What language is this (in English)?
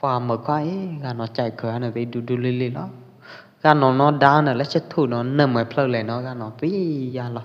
Pwo Eastern Karen